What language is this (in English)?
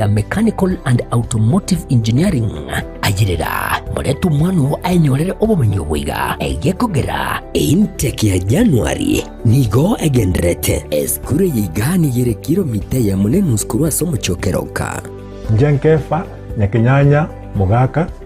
Gusii